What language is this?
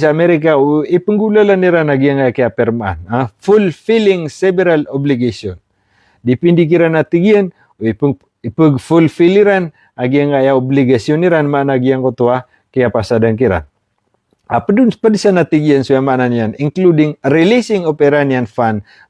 Maranao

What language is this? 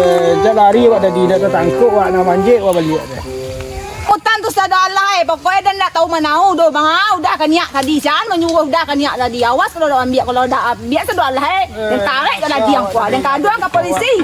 Minangkabau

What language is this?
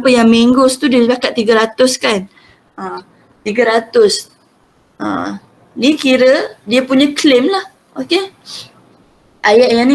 Malay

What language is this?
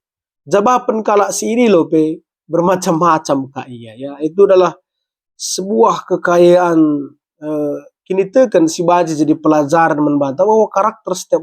Batak Karo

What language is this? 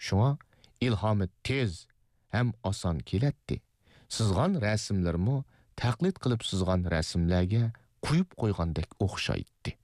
Uyghur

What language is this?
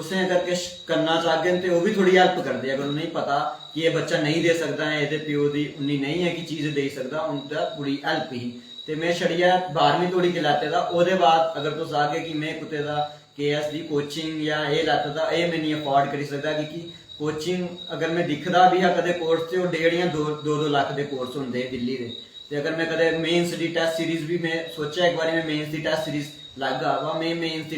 Dogri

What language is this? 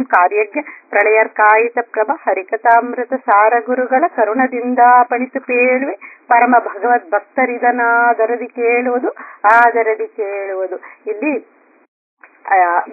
Kannada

